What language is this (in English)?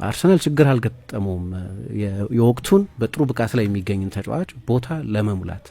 Amharic